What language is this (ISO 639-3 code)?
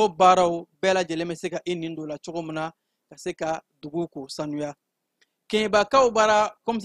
bam